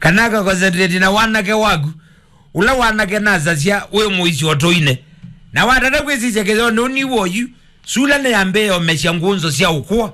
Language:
Kamba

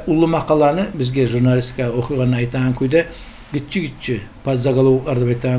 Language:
Kumyk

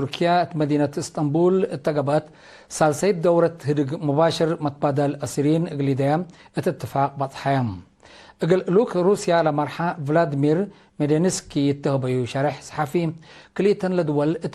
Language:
Tigre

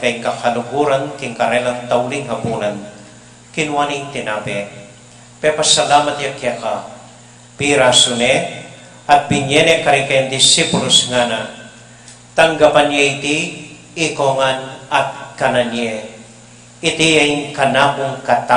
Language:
Pampanga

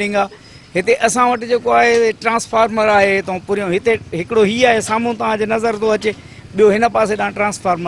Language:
Sindhi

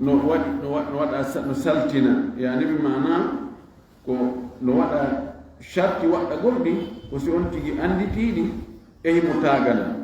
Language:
Fula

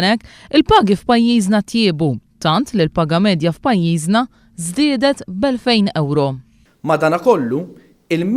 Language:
Maltese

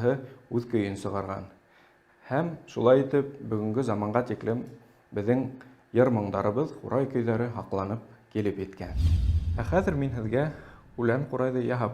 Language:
Bashkir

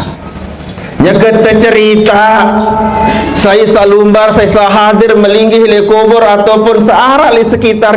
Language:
Sasak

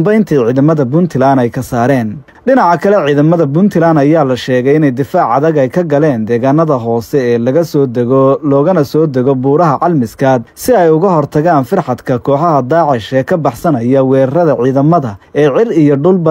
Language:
Somali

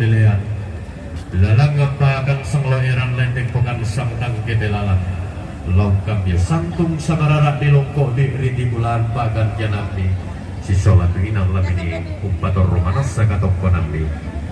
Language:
Toraja-Sa'dan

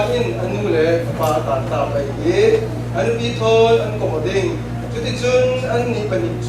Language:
Falam Chin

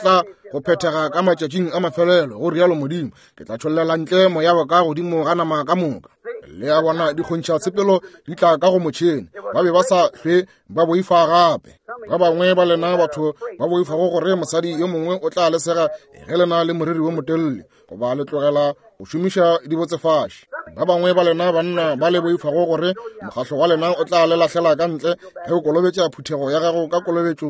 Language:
Northern Sotho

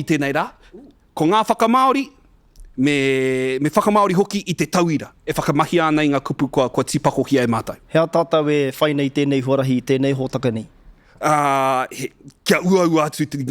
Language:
Māori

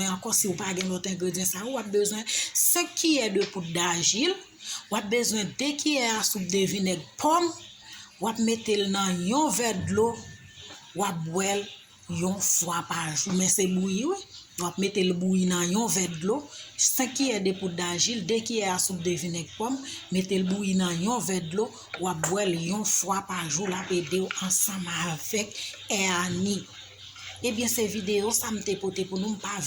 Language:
Haitian Creole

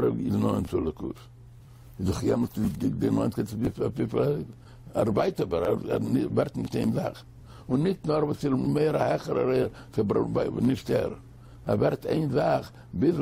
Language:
Yiddish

